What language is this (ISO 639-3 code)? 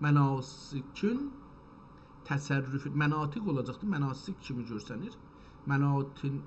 azb